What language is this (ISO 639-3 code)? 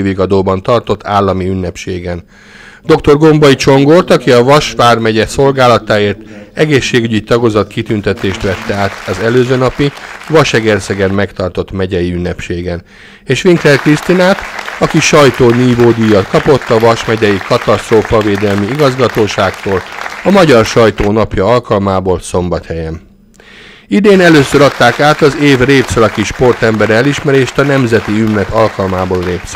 hun